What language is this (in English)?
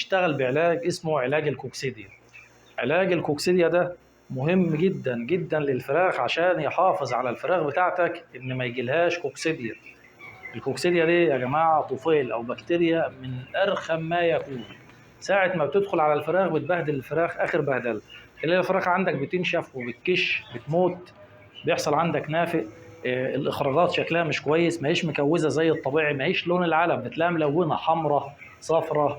Egyptian Arabic